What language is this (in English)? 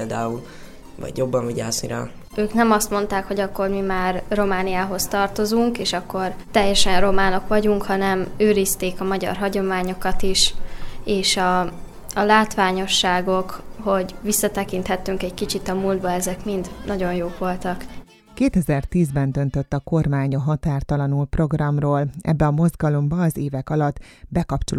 Hungarian